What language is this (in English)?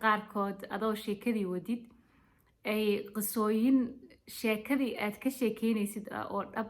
Somali